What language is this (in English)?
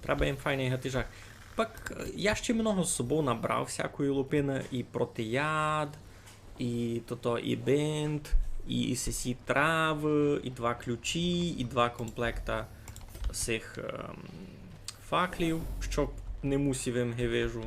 Rusyn